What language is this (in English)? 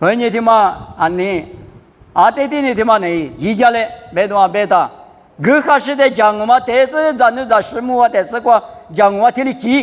Lisu